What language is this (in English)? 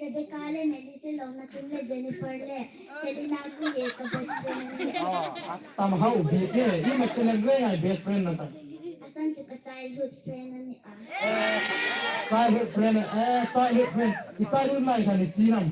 Hmar